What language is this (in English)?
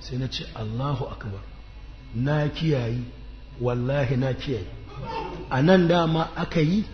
Hausa